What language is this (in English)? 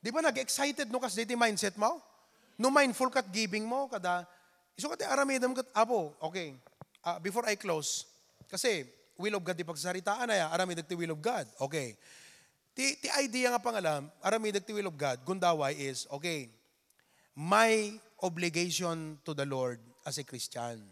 Iloko